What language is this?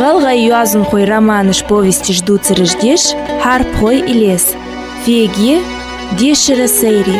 Ingush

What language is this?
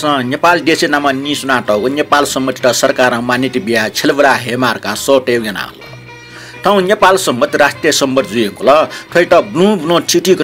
Newari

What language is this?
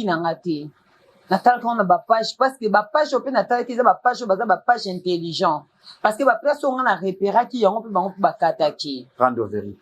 Lingala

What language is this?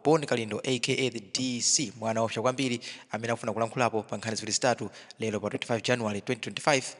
Nyanja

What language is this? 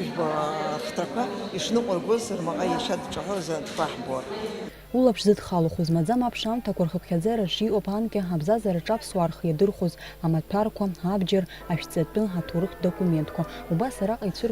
Abkhazian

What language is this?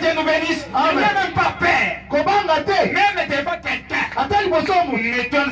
French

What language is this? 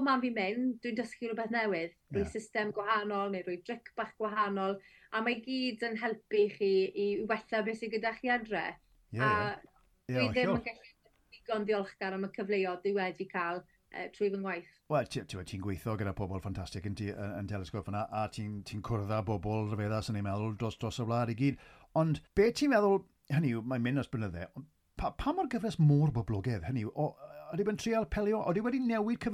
Welsh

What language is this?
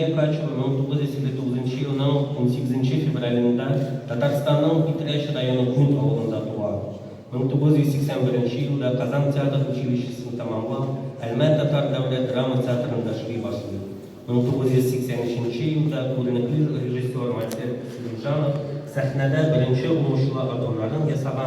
Tatar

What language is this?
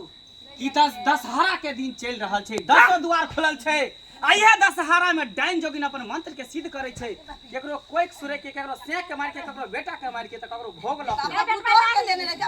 Maithili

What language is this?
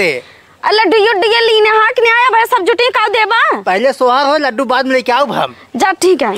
Awadhi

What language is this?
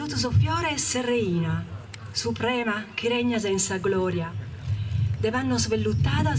Sardinian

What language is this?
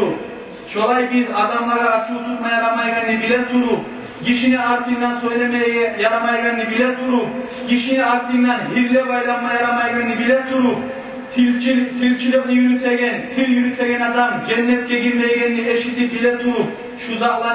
Kumyk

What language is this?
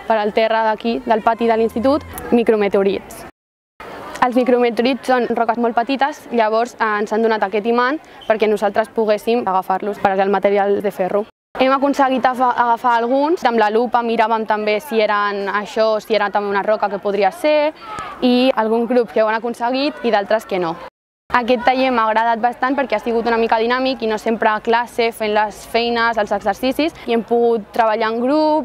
Catalan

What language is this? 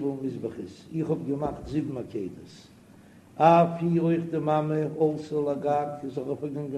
Yiddish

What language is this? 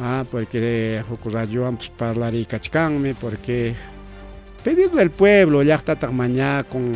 Ayacucho Quechua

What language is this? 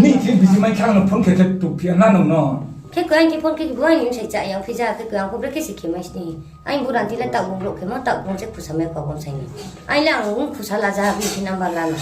Riang (India)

